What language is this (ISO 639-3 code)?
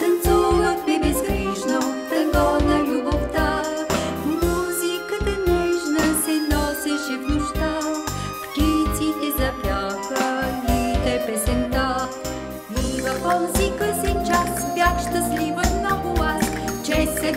bul